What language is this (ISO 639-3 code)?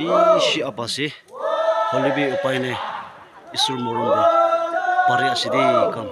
nag